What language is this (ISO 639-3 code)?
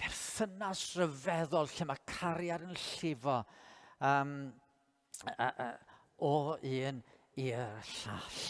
cym